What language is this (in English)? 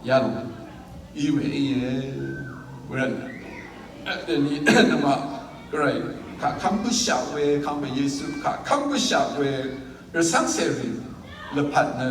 Rawang